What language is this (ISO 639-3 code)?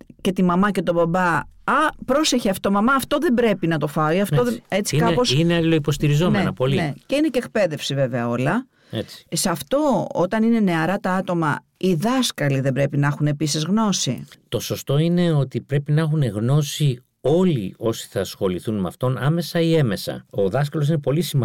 ell